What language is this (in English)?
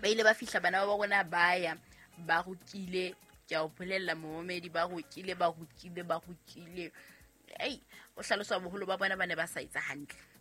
Southern Sotho